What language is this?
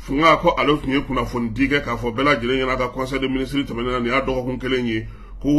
Bambara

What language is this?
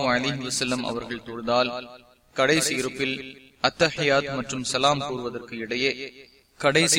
Tamil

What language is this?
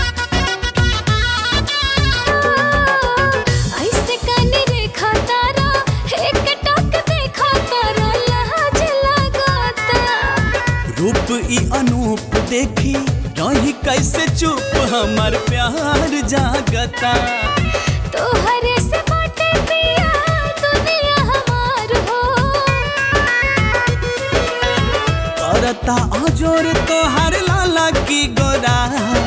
Bhojpuri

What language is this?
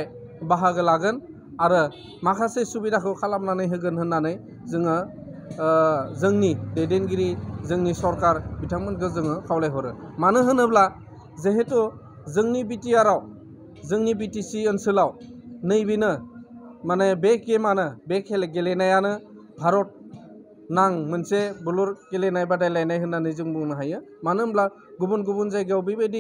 Bodo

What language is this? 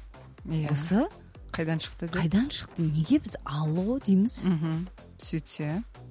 Kazakh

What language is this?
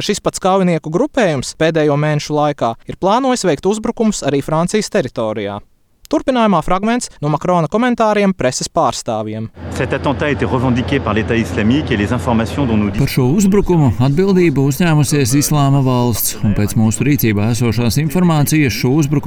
Latvian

